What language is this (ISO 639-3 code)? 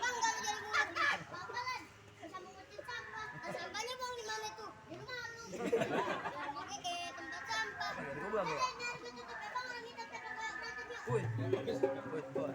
bew